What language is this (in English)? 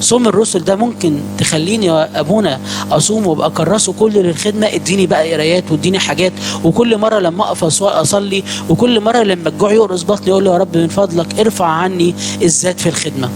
Egyptian Arabic